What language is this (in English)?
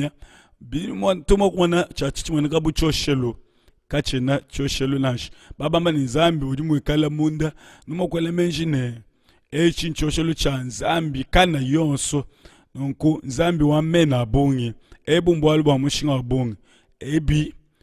Luba-Lulua